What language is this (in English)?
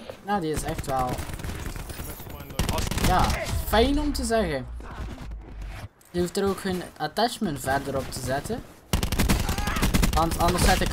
Dutch